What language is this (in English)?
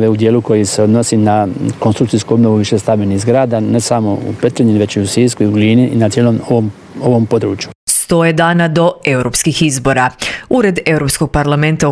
Croatian